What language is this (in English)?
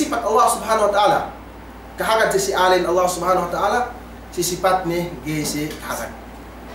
Yakan